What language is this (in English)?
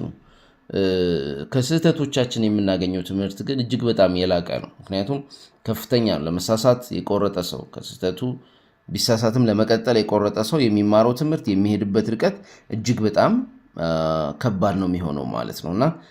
Amharic